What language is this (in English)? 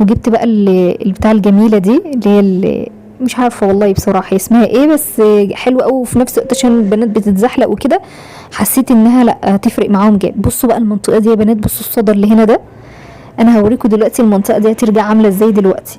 Egyptian Arabic